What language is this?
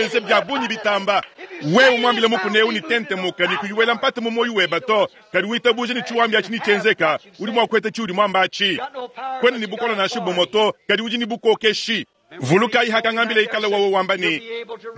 Luba-Lulua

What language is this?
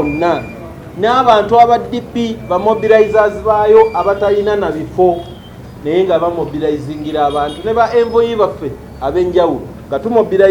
Ganda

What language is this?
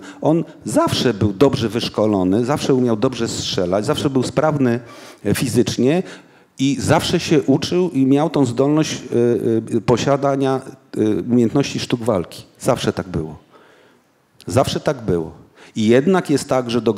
Polish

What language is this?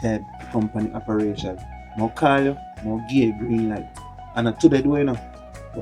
Jamaican Creole English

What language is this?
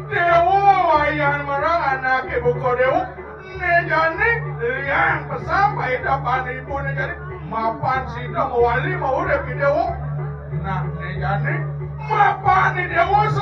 Balinese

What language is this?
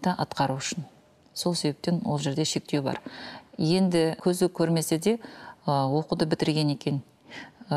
Kazakh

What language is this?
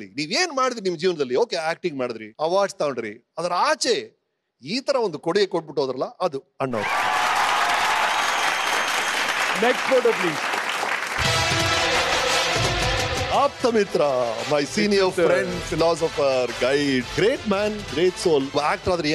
Kannada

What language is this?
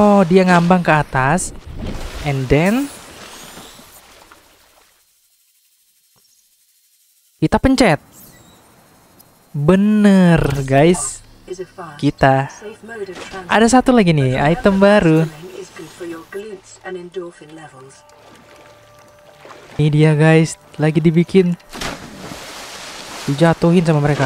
Indonesian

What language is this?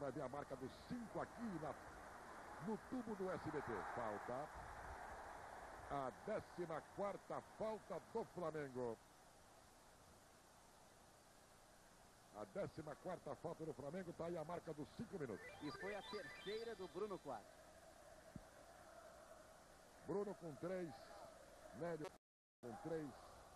Portuguese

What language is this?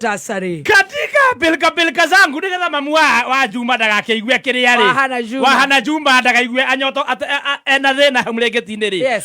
Kikuyu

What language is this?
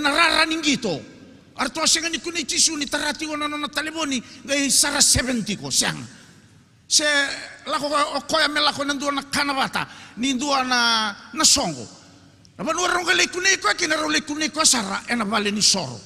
Fijian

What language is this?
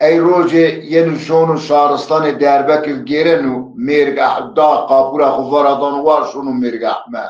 Zaza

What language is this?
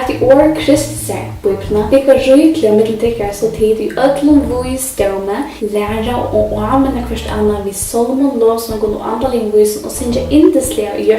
Faroese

